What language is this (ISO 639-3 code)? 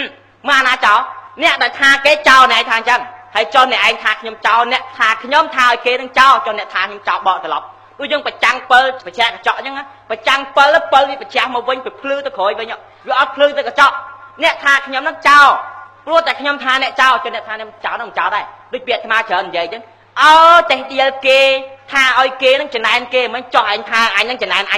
khm